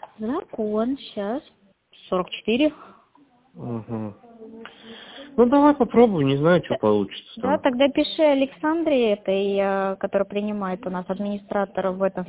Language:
Russian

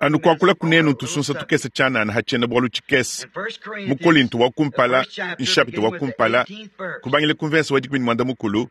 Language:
Luba-Lulua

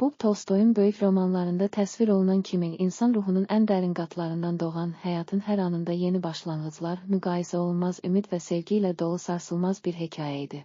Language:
Azerbaijani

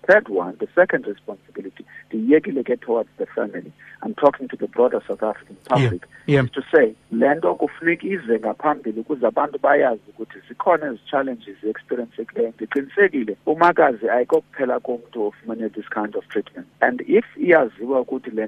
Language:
Xhosa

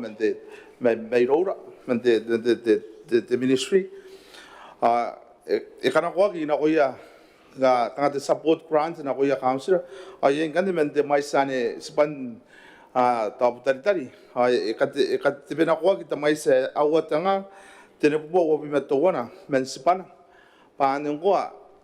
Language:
Gilbertese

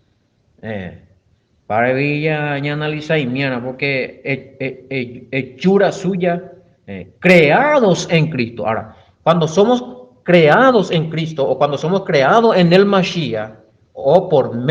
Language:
Guarani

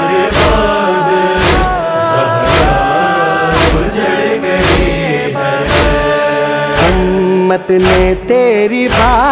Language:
Urdu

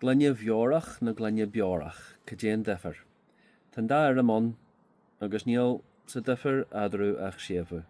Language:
Irish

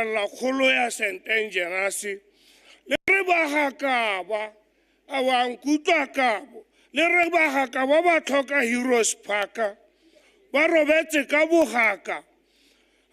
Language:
Tswana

